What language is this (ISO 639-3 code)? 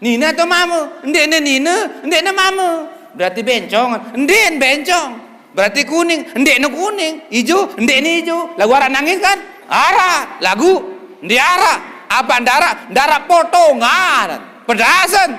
sas